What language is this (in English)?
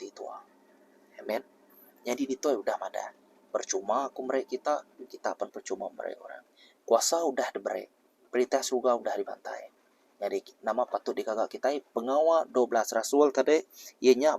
Iban